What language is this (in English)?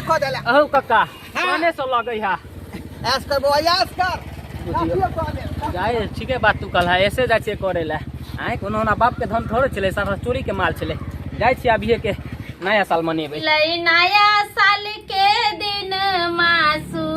Maithili